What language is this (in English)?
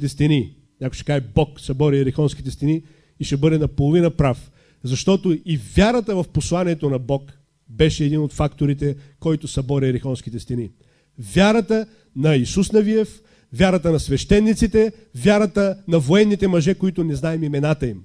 Bulgarian